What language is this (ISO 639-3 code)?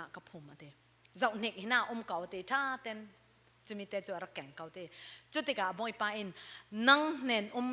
cfm